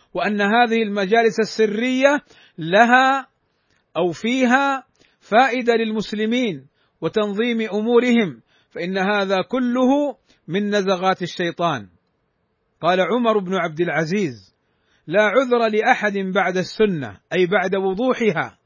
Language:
Arabic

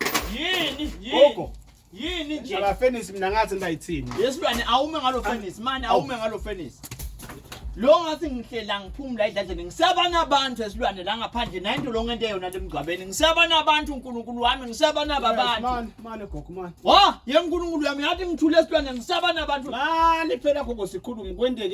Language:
Swati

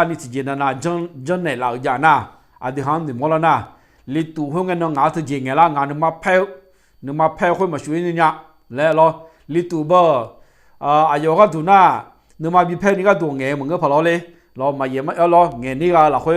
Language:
Akha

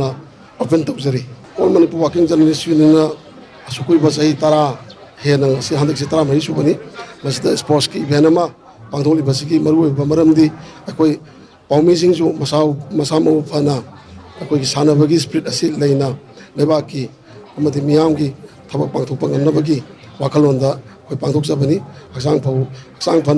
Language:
Manipuri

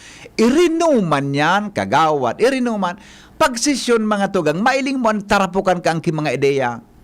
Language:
Bikol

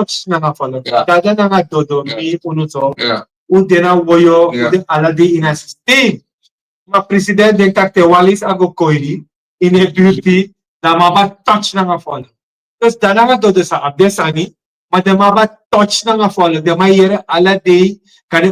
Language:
Sranan Tongo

